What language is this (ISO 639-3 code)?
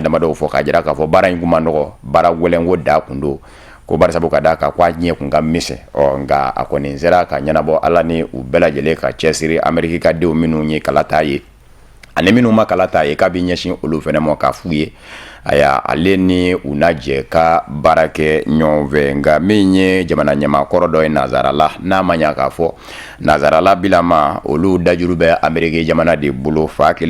bam